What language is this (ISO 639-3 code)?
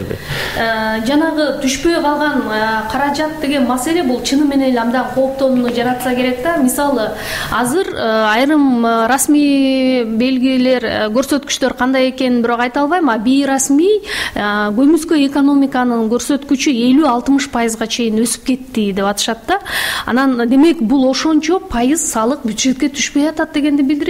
kir